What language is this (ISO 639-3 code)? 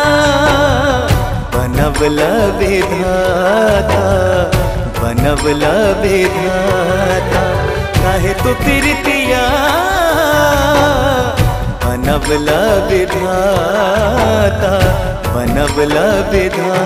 bho